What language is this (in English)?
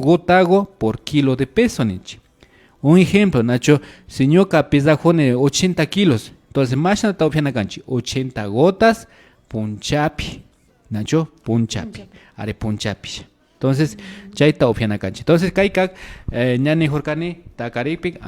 Imbabura Highland Quichua